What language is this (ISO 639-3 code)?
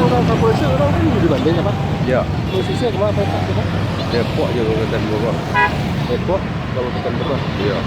min